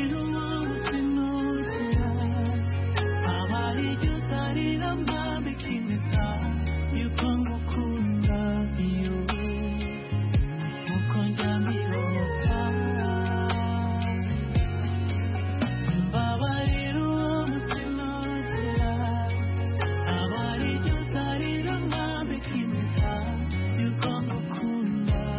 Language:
Kinyarwanda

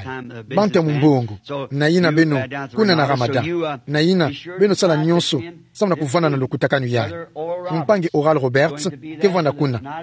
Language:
Kituba (Democratic Republic of Congo)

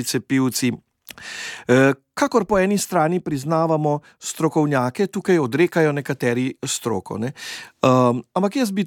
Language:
Slovenian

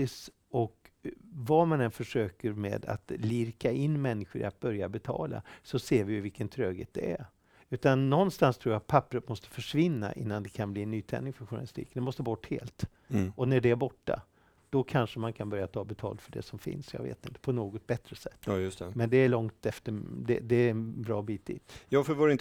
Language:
Swedish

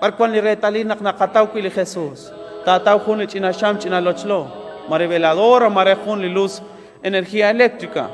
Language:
Kekchí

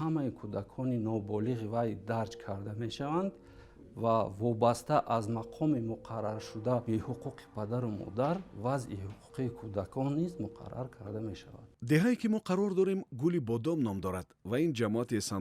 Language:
Tajik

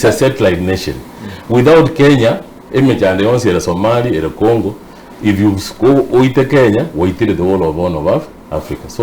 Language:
Gusii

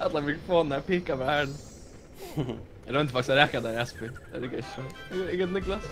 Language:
Faroese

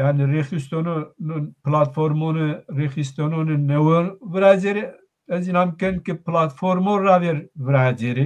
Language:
Zaza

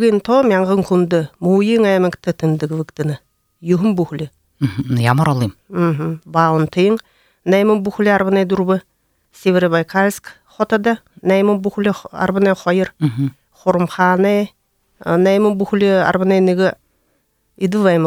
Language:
Buriat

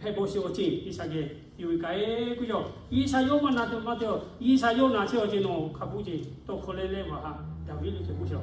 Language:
Lahu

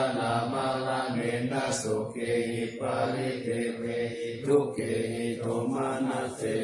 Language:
Pali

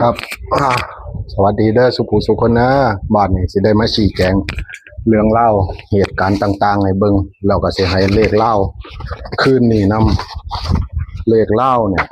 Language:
Northeastern Thai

